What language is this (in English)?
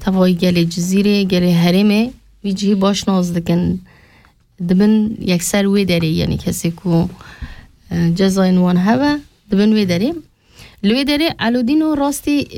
Kurdish